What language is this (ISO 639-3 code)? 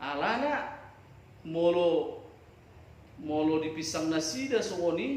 bbc